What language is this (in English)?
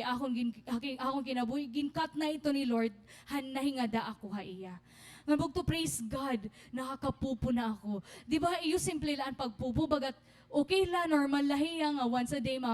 Waray